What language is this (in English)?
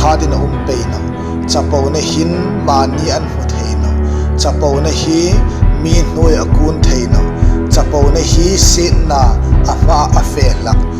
Hmar